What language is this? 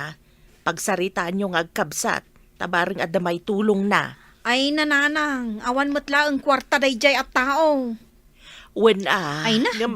Iloko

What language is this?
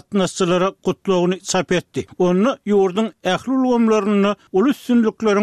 Turkmen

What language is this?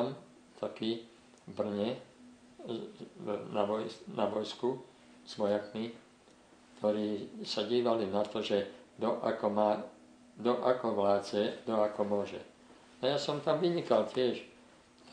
Slovak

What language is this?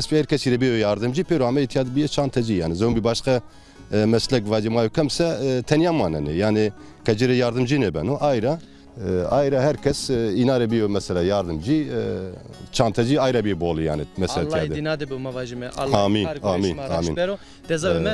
Zaza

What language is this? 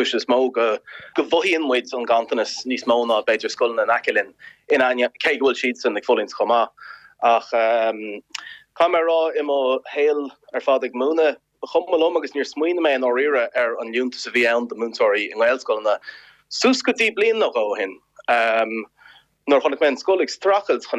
Irish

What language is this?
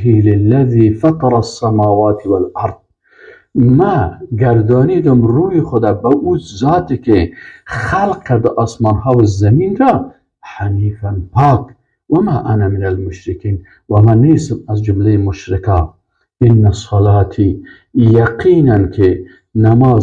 Persian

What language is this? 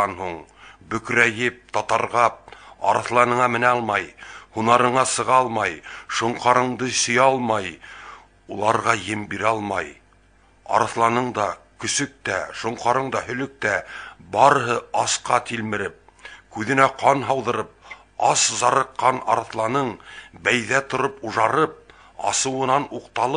Bashkir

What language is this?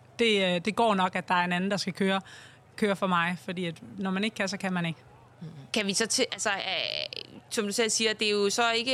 Danish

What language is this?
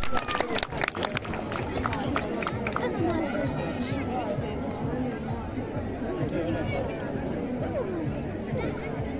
Croatian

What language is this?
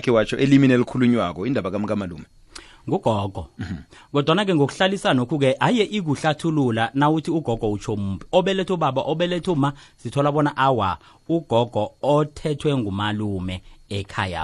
South Ndebele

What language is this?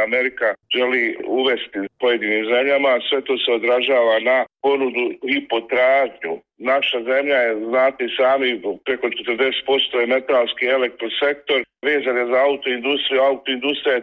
Bosnian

